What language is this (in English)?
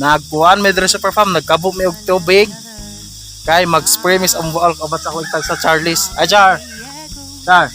Cebuano